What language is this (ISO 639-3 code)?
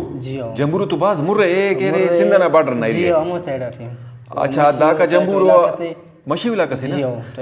brh